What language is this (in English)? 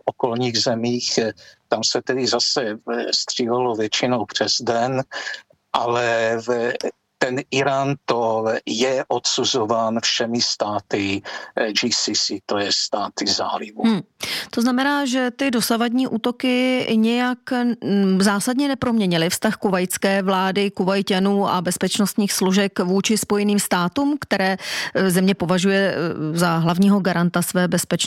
Czech